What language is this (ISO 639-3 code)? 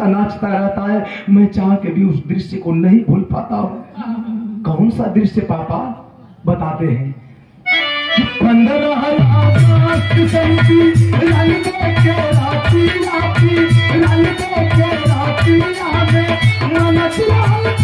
bho